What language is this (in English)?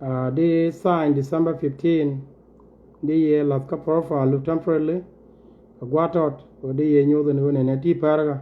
Nuer